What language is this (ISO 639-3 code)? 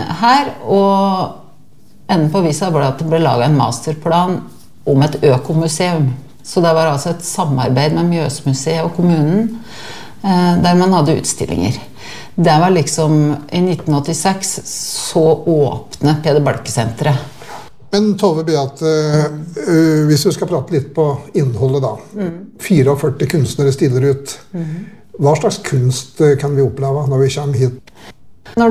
nor